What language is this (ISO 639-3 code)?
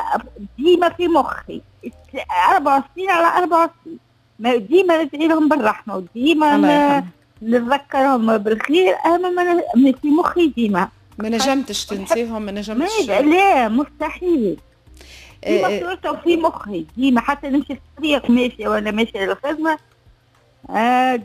aeb